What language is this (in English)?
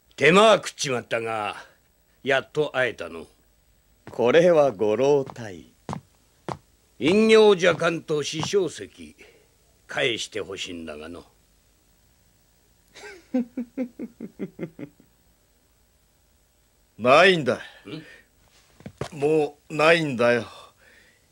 Japanese